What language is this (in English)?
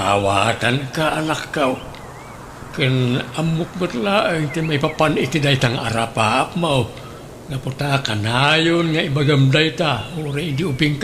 Iloko